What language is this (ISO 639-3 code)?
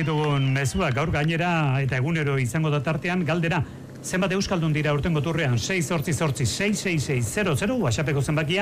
eus